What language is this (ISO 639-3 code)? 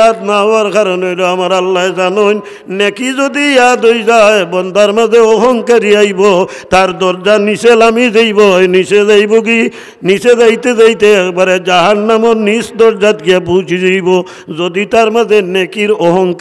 syl